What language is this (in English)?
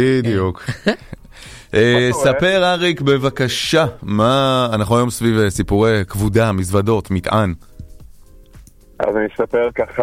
Hebrew